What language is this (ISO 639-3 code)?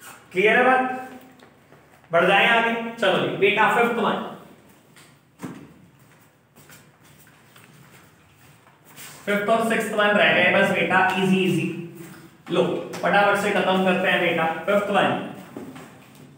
hin